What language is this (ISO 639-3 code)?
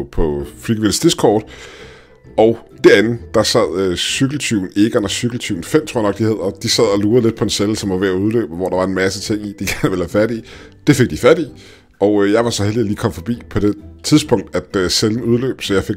dan